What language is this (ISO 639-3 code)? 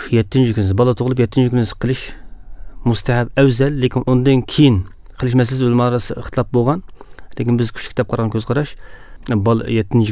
uig